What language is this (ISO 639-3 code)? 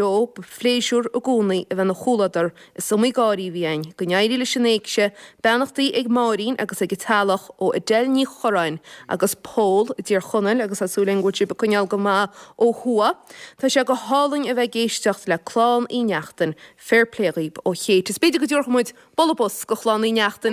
gle